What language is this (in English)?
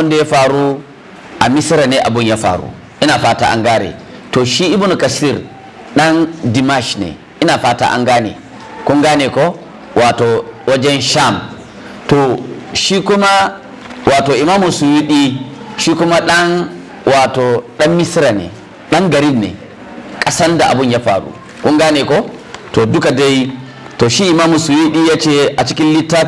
Hausa